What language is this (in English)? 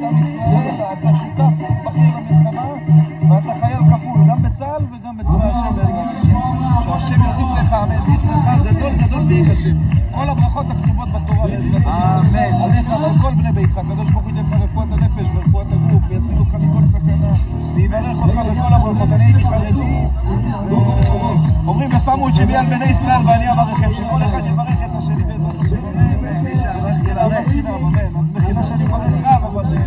Hebrew